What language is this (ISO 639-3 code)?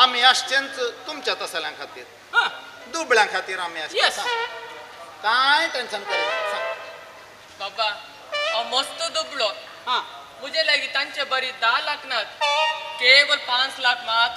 kok